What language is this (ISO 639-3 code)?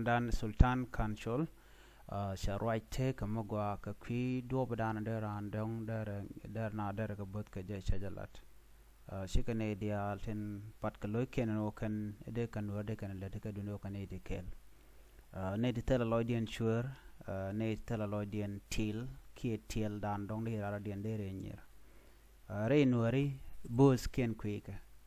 nus